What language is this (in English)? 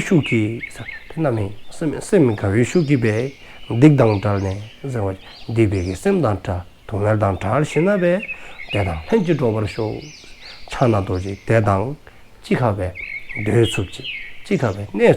Dzongkha